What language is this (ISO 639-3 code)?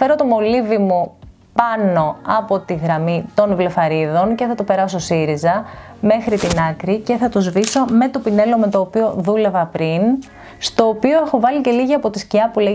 ell